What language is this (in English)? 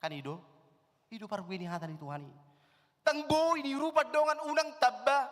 Batak Toba